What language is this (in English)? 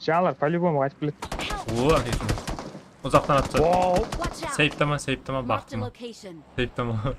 Kara-Kalpak